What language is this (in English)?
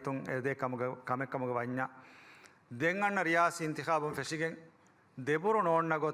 Divehi